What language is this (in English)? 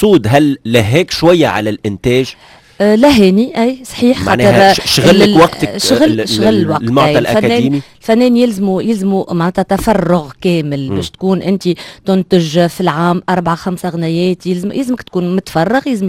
Tunisian Arabic